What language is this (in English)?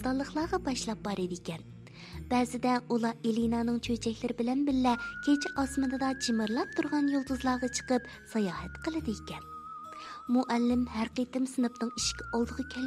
Uyghur